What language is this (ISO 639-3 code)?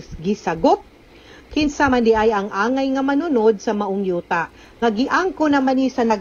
ceb